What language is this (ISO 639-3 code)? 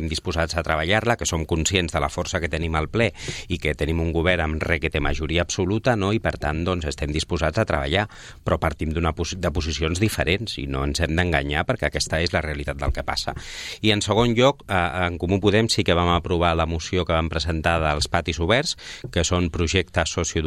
cat